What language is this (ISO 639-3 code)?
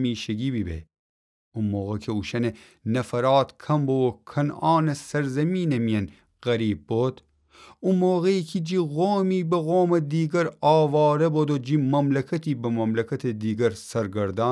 glk